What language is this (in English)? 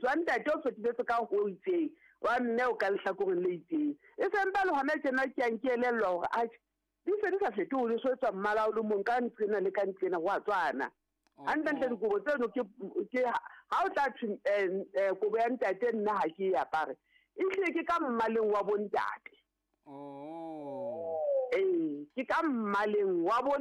Southern Sotho